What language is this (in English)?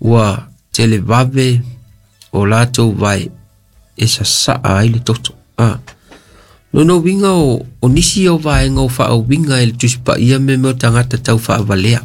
Samoan